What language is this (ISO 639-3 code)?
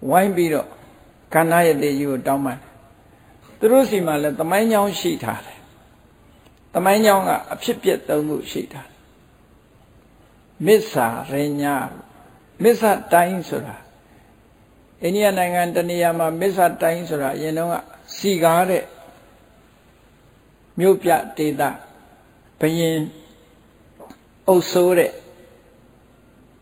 mya